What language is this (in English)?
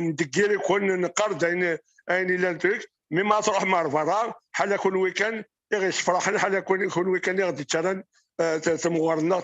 Kabyle